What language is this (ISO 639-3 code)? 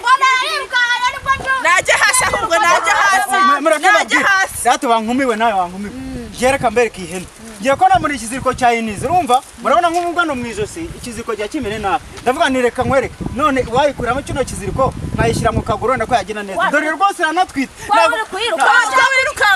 kin